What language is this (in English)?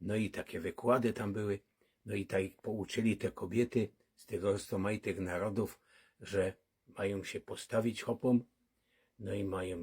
Silesian